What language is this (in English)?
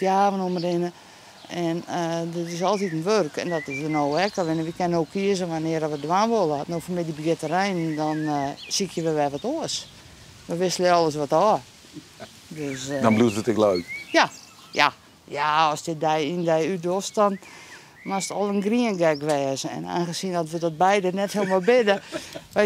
Western Frisian